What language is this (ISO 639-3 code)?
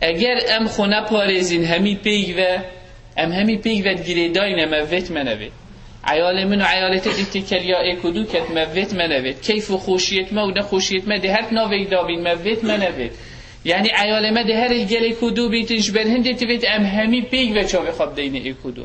kur